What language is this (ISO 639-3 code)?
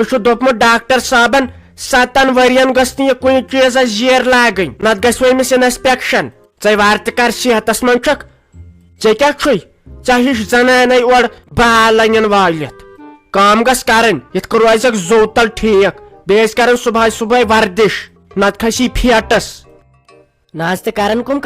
kas